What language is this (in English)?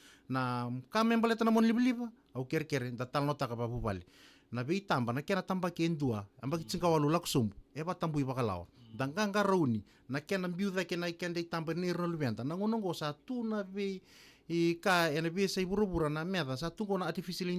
Fijian